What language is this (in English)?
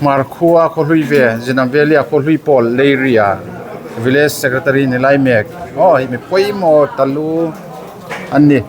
Hmar